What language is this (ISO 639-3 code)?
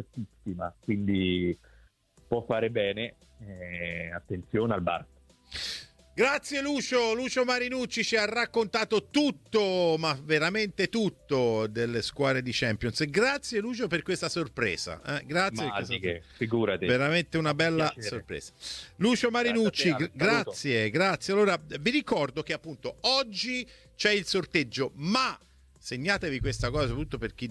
ita